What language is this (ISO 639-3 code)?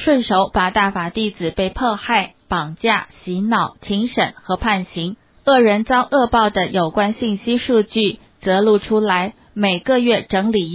zho